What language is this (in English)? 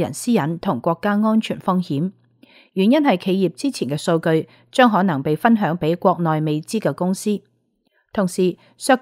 Cantonese